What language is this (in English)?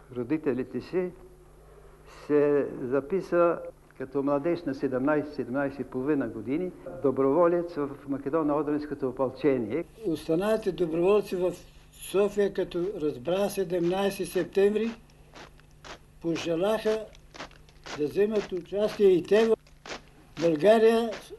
Bulgarian